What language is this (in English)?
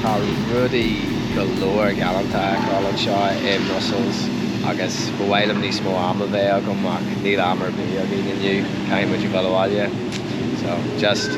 Irish